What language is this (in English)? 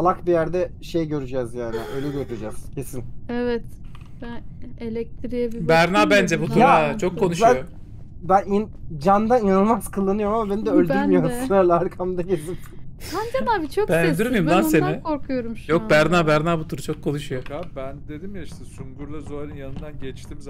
Turkish